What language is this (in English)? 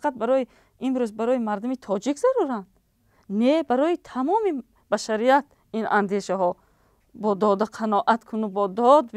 Tajik